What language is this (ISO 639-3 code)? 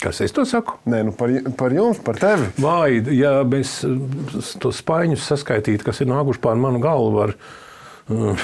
lav